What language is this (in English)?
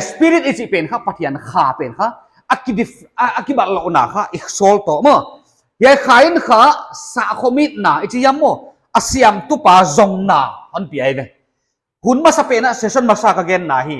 Paite Chin